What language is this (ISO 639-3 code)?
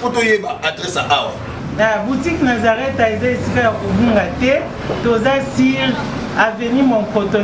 lin